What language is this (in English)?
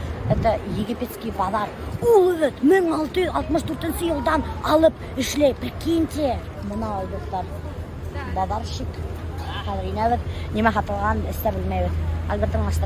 Bashkir